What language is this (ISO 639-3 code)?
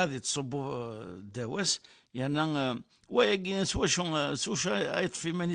kab